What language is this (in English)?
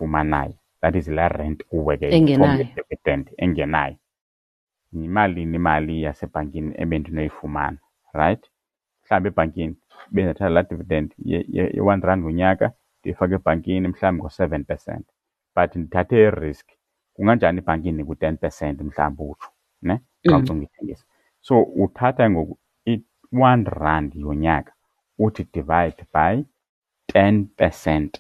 Xhosa